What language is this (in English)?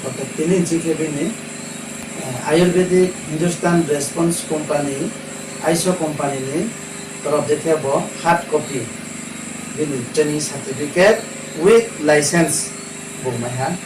Riang (India)